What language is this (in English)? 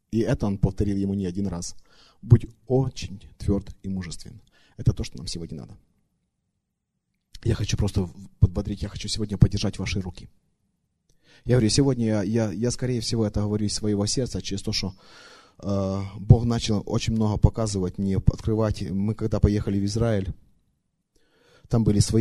Russian